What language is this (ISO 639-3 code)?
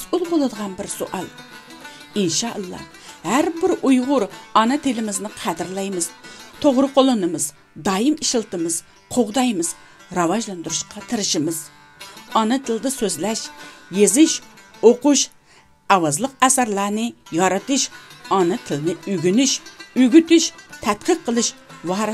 uig